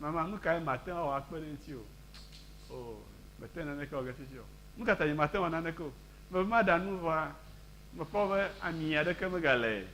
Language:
Ewe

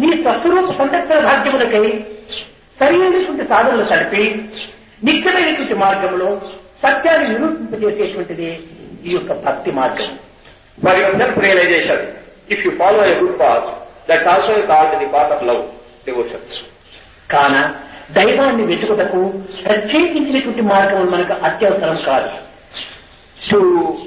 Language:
Telugu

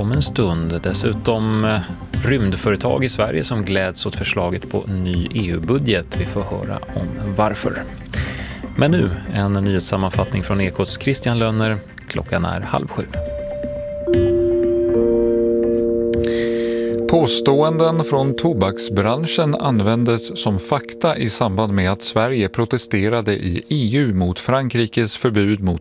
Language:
Swedish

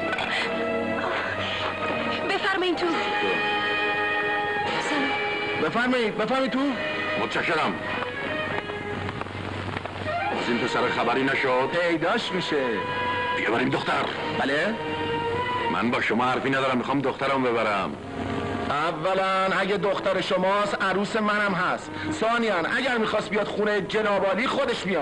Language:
Persian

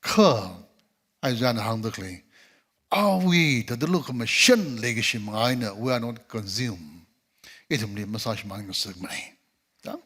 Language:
Tangkhul Naga (India)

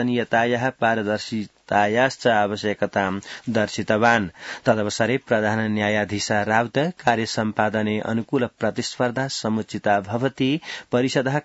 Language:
Sanskrit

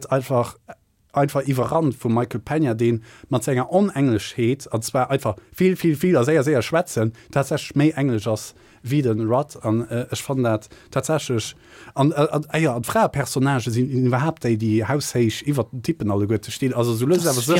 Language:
Luxembourgish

